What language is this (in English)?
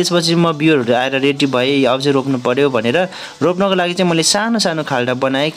Nepali